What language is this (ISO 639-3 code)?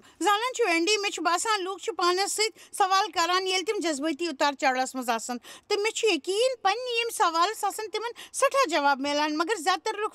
kas